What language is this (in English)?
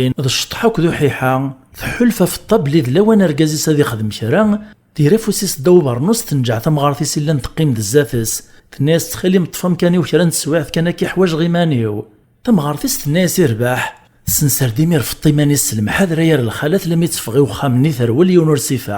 Kabyle